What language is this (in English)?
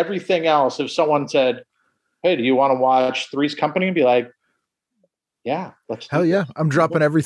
English